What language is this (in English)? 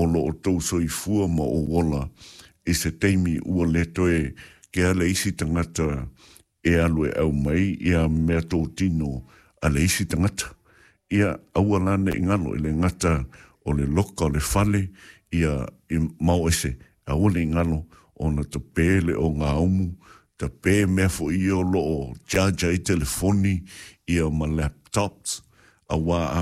Samoan